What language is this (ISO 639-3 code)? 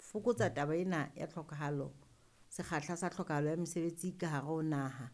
sot